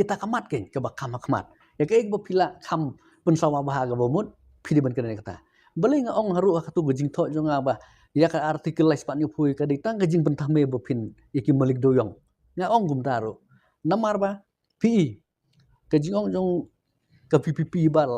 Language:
Khasi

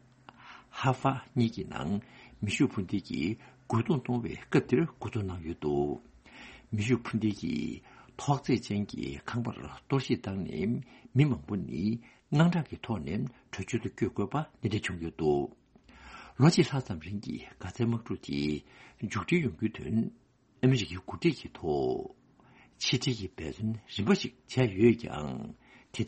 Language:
Tibetan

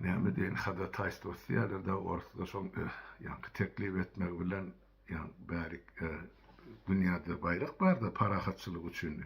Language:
Turkmen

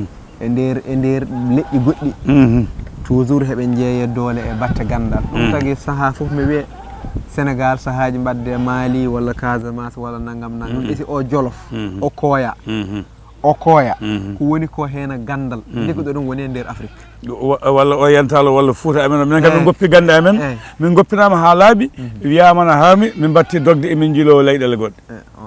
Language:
Fula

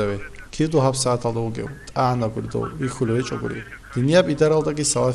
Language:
Avaric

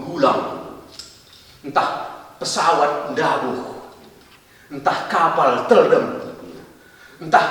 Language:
Batak Karo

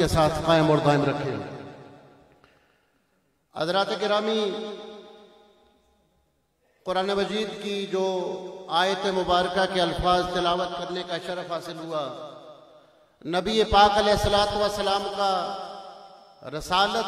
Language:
Urdu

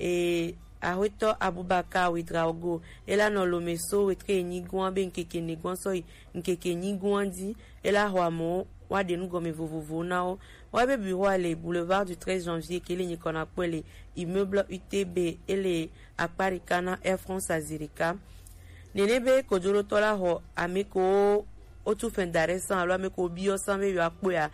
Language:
Gen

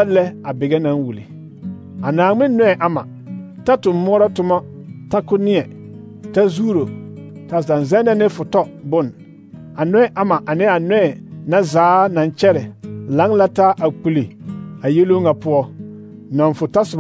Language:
Southern Dagaare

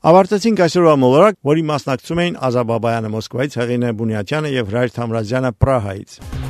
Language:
Armenian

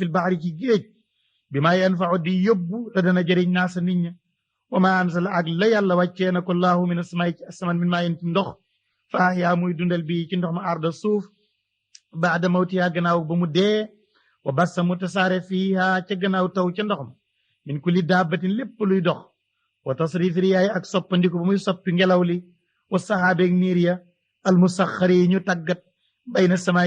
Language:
Wolof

